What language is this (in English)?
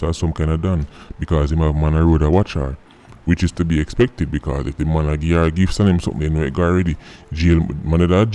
Jamaican Creole English